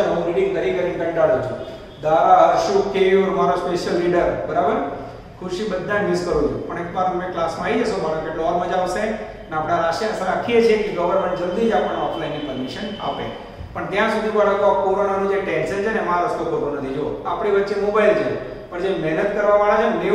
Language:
Gujarati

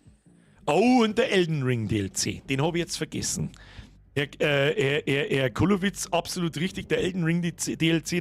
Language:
Bavarian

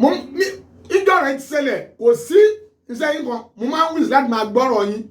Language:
Yoruba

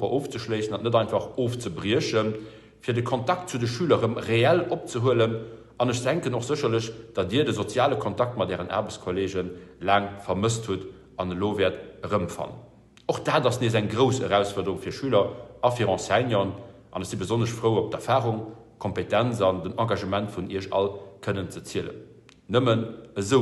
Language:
Luxembourgish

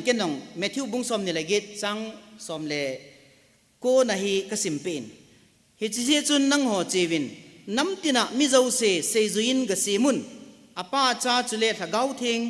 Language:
Thado Chin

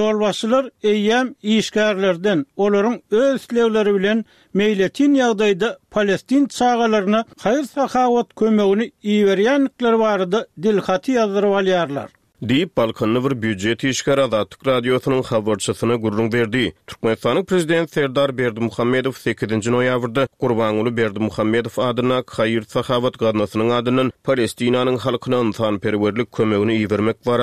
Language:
Turkmen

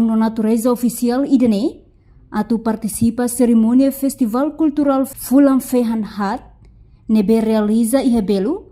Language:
Tetum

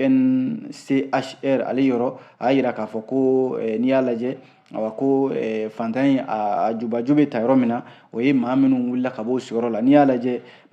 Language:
Bambara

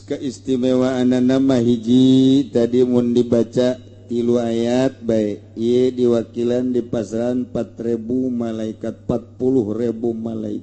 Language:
Sundanese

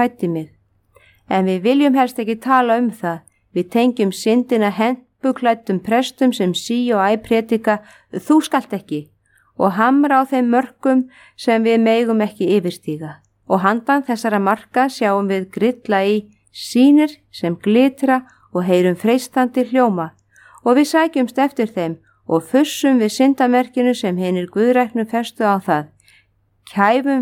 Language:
Icelandic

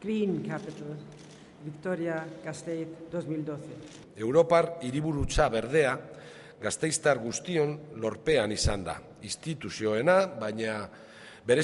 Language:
Basque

